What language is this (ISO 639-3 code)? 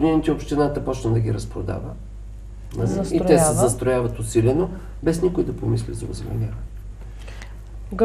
bul